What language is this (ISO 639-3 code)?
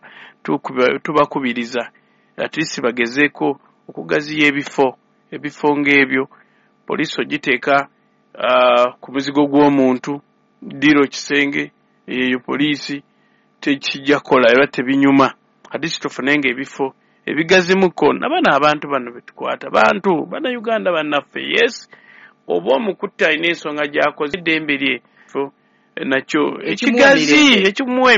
lug